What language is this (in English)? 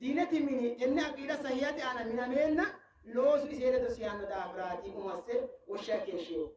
Sidamo